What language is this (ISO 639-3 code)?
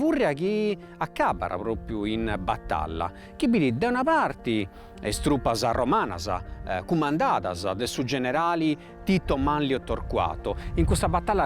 srd